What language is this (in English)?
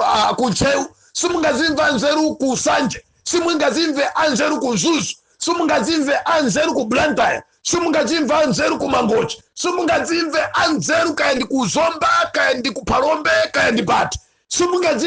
Nyanja